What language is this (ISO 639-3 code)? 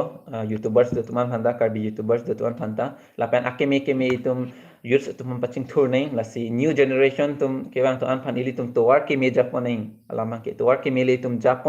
mjw